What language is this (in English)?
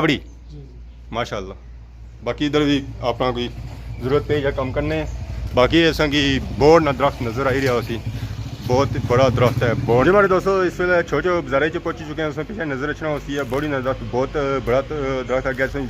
Pahari-Potwari